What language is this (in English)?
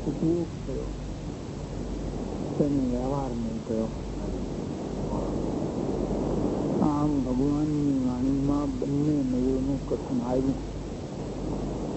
Gujarati